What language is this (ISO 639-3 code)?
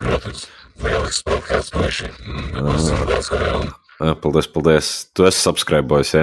lav